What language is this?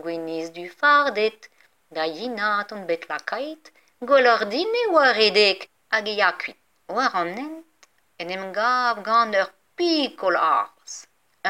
Breton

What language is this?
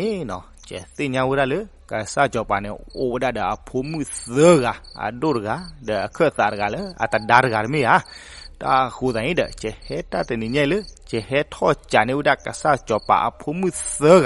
S'gaw Karen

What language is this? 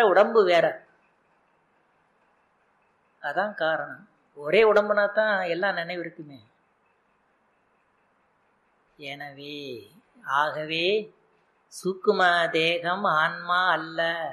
Tamil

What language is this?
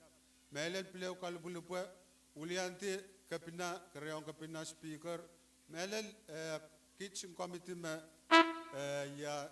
Pohnpeian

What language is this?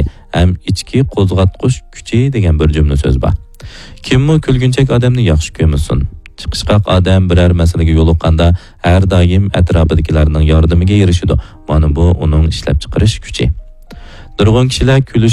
Uyghur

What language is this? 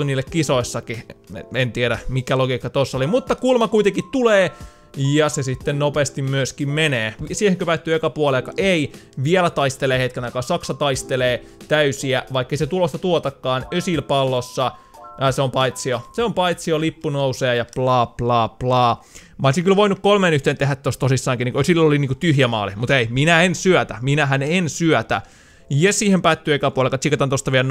Finnish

